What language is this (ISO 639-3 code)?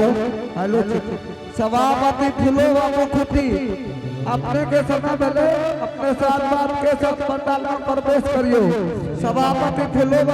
anp